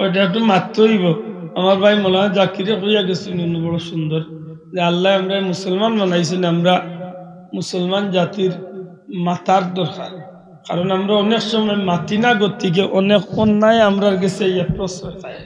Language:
Sylheti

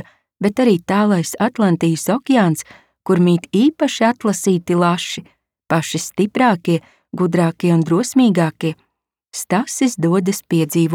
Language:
Latvian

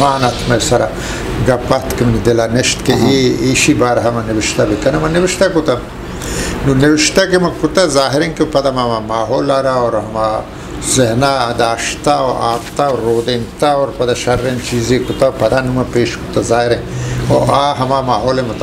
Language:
Eastern Balochi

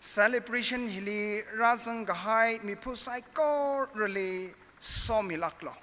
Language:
Tangkhul Naga (India)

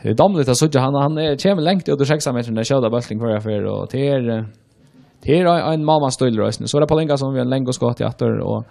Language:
Faroese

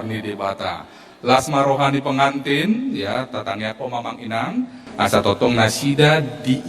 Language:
Batak Toba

